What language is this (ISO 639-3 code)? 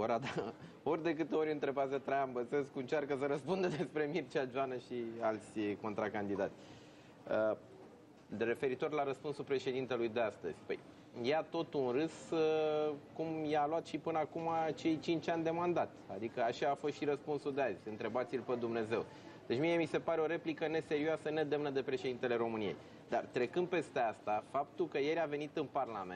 ron